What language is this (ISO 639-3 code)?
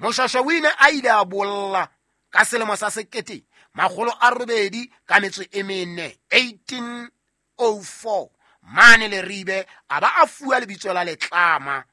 sot